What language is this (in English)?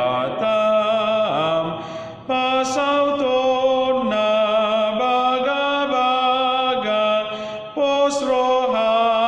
Batak Toba